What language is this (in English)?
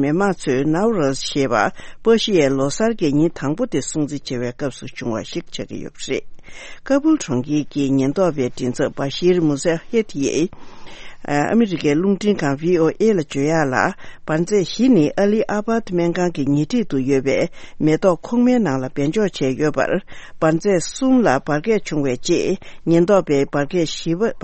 Tibetan